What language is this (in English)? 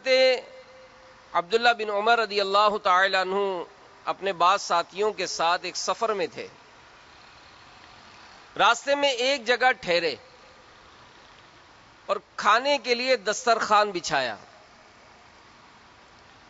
Urdu